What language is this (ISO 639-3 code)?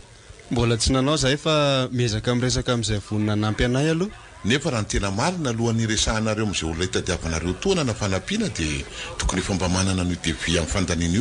mlg